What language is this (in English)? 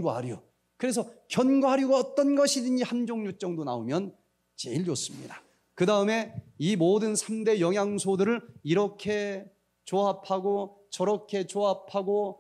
Korean